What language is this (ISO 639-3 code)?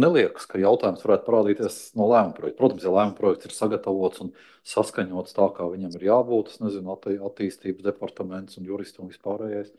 lav